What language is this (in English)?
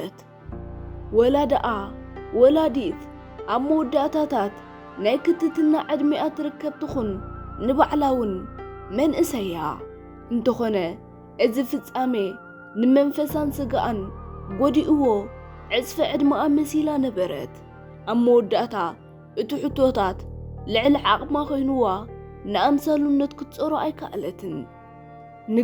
Tigrinya